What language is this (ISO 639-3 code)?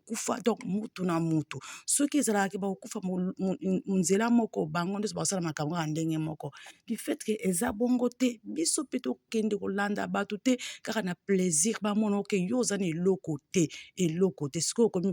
lin